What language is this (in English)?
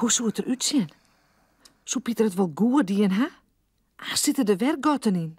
Western Frisian